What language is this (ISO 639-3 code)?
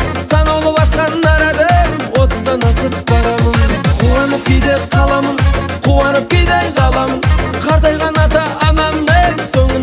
kaz